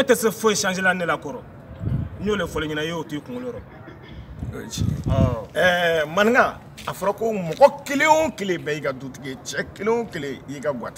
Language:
Bambara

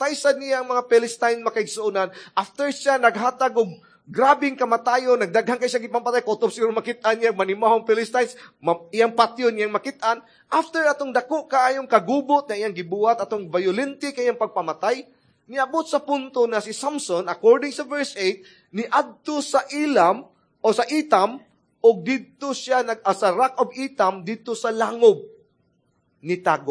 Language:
Cebuano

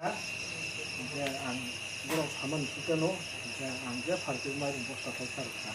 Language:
Kok Borok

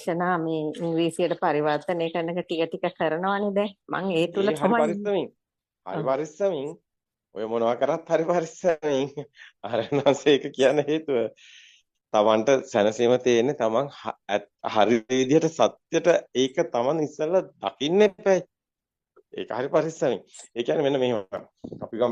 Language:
Sinhala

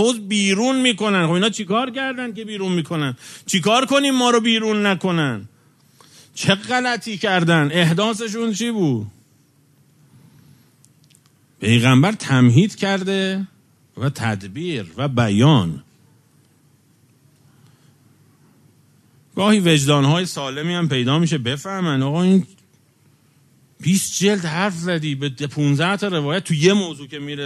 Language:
Persian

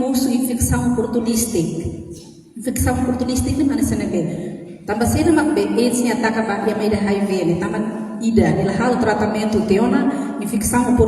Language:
Tetum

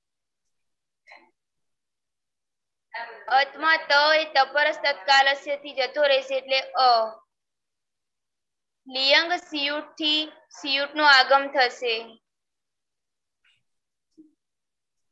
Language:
Gujarati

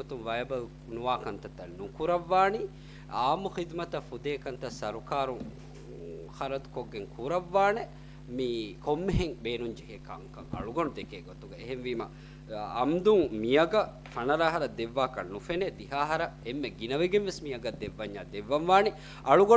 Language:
Divehi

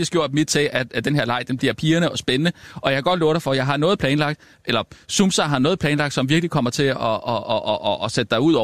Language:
Danish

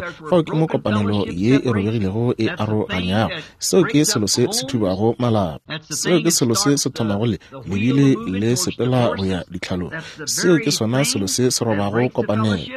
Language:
Northern Sotho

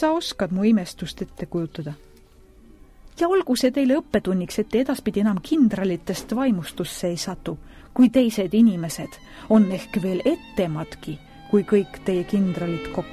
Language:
Estonian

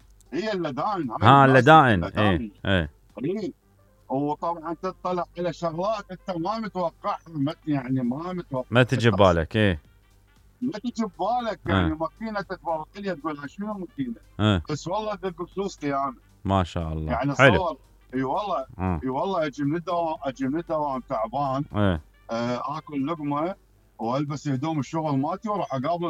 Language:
Mesopotamian Arabic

